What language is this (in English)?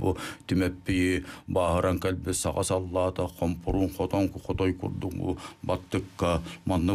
Yakut